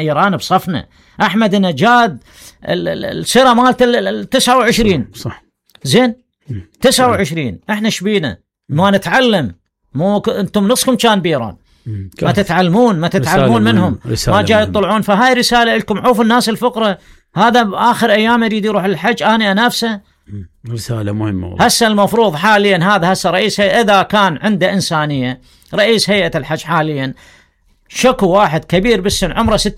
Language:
Mesopotamian Arabic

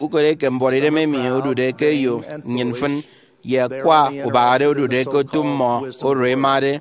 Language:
Efik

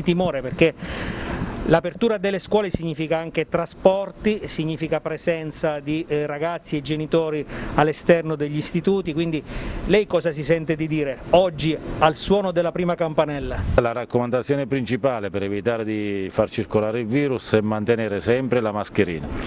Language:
Italian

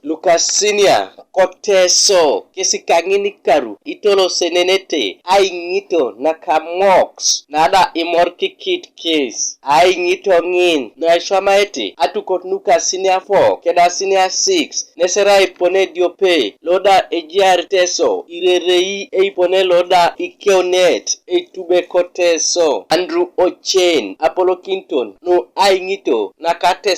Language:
Teso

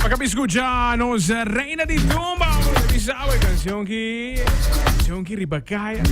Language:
Papiamento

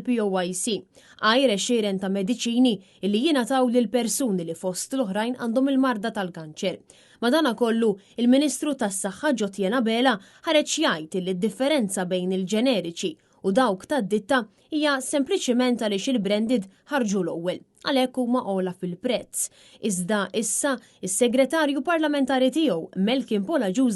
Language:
Maltese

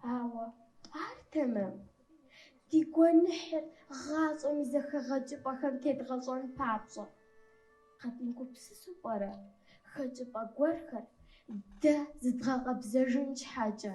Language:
Kabardian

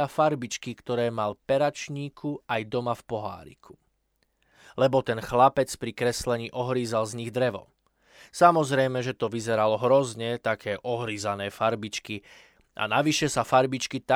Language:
Slovak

